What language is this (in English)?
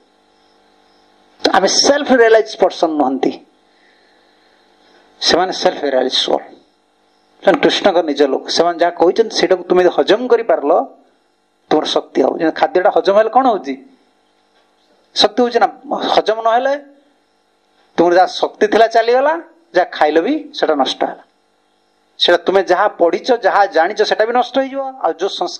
Odia